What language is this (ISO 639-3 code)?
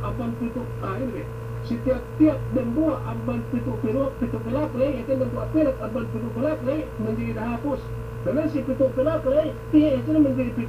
yka